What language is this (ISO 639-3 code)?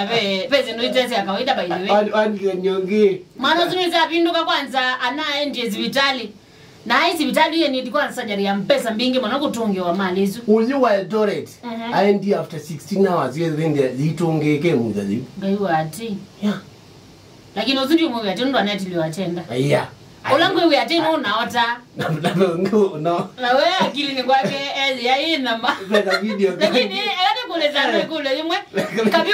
kam